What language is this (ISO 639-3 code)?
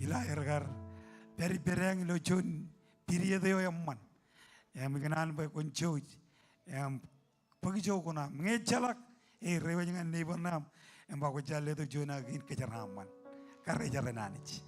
mah